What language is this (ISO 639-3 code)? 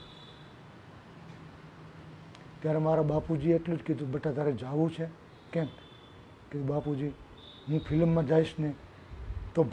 guj